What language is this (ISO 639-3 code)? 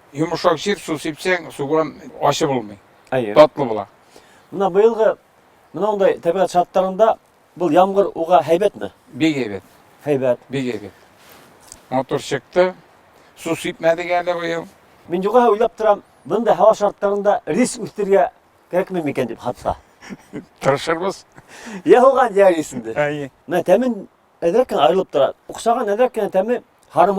bak